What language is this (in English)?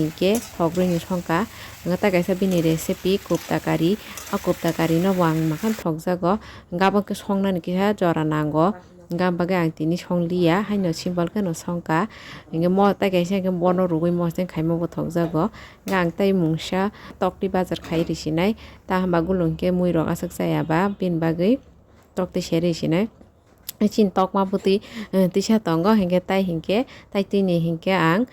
Kok Borok